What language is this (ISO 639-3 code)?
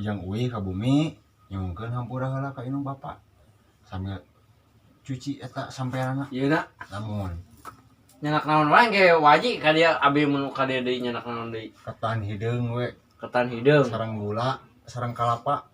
sun